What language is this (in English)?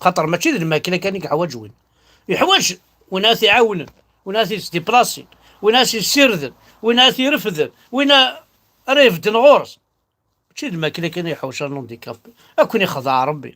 Kabyle